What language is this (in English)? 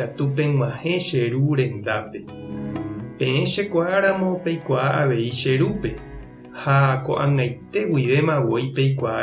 Guarani